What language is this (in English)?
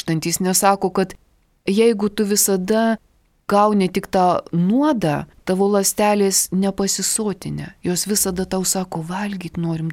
Lithuanian